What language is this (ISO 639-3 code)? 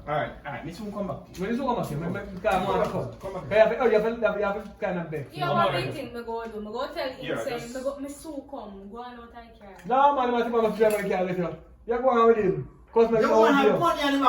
jam